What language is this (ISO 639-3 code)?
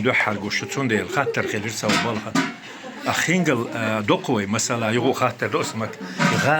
che